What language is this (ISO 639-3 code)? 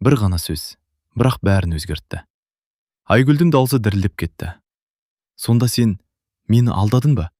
kaz